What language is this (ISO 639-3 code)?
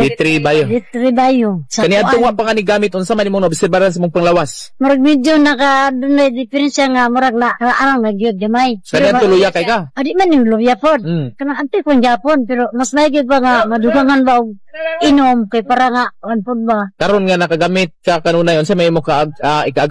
ceb